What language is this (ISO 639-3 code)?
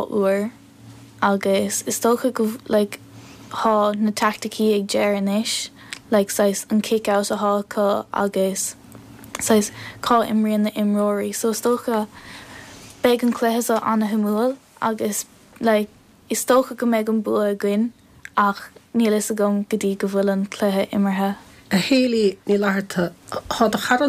gle